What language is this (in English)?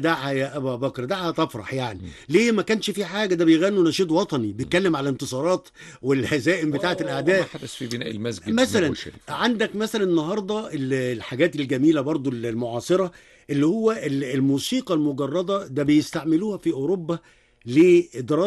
Egyptian Arabic